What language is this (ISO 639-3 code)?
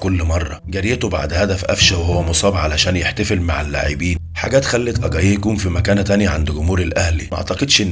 arz